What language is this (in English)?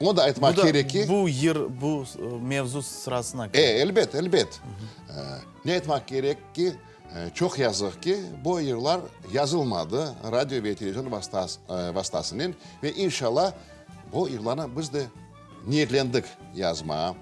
Crimean Tatar